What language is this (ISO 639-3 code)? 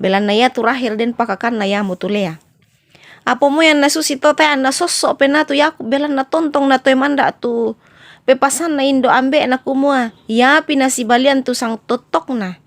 sda